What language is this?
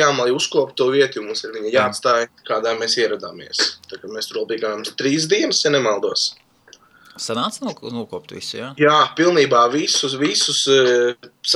Latvian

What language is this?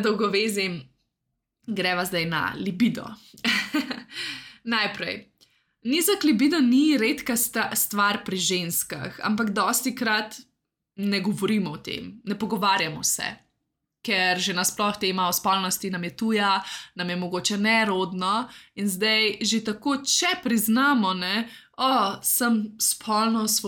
Slovenian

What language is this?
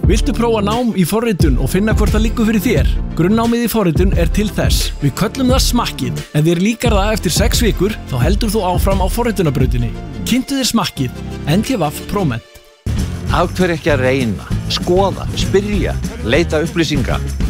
Icelandic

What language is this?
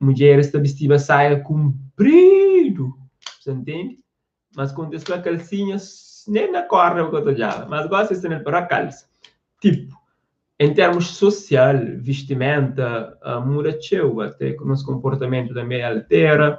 Kabuverdianu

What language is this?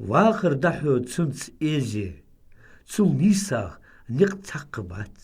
Ingush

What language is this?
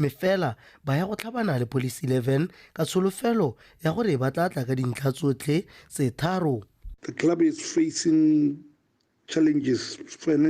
Tswana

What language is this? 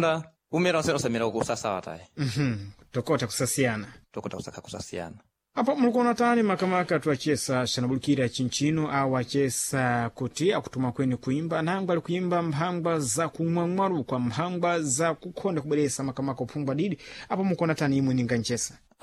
Sena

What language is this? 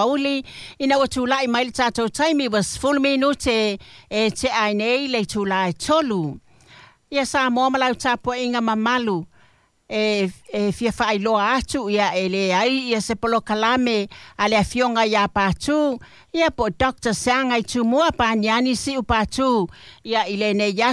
Samoan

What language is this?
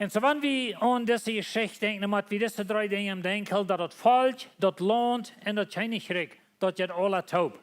Plautdietsch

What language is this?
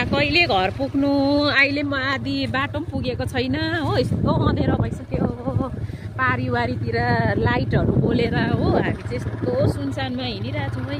Nepali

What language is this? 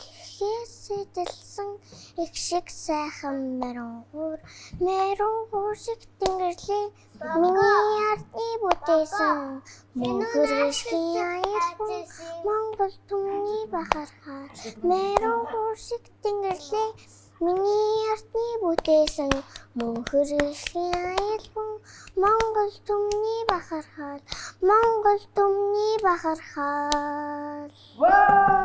Mongolian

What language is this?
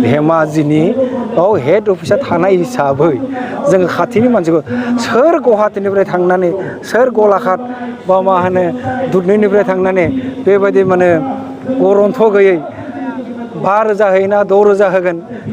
Bodo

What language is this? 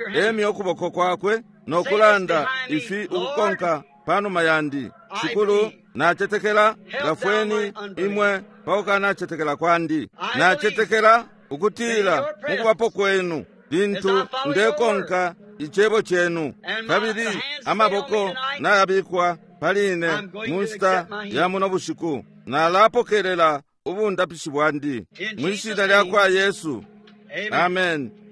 Bemba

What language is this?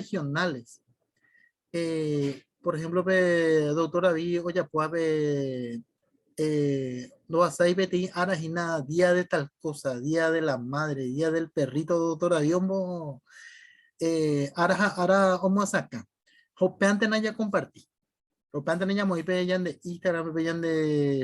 Guarani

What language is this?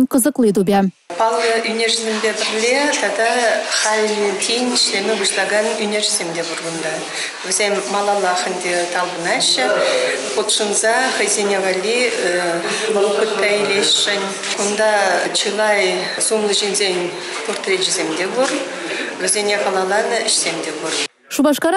Chuvash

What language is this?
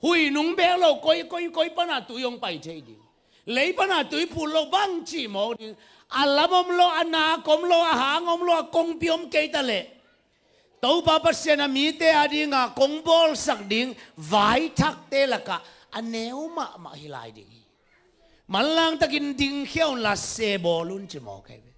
Tedim Chin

